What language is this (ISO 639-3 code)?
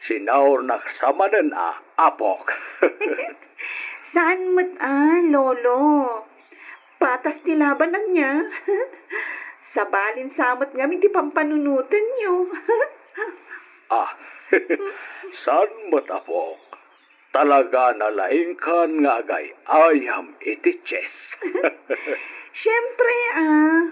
ilo